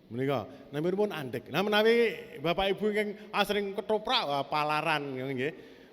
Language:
Javanese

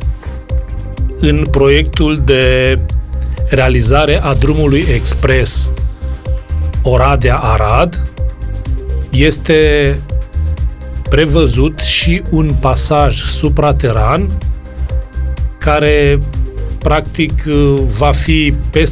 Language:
Romanian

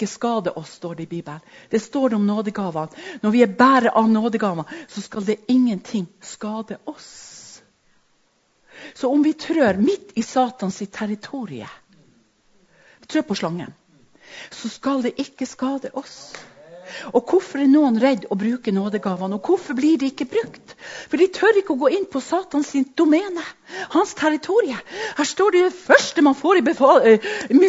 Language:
Norwegian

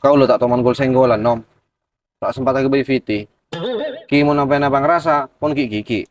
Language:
Madurese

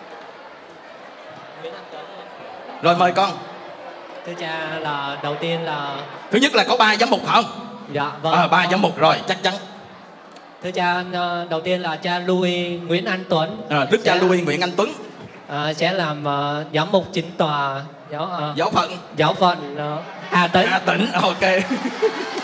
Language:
Vietnamese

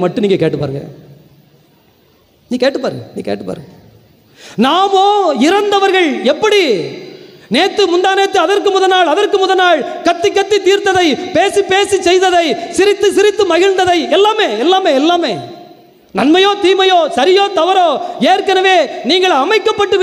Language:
Tamil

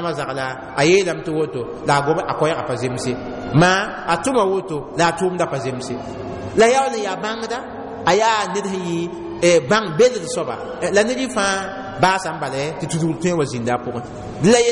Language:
Mossi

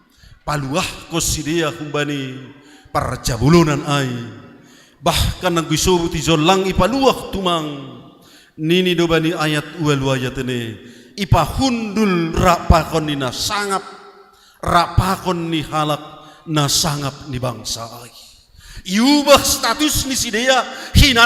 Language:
Batak Simalungun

